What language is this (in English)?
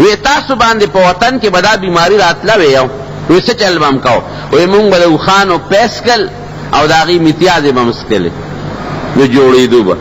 Pashto